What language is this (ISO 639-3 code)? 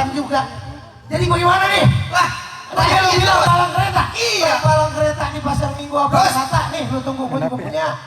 bew